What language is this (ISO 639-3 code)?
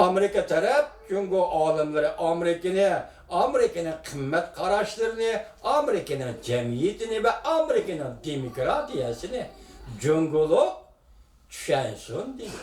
uig